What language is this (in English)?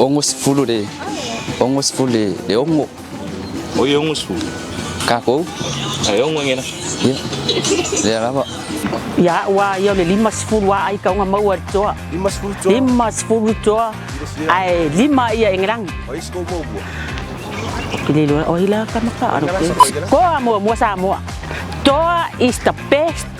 Samoan